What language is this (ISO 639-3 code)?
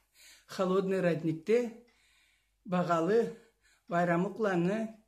krc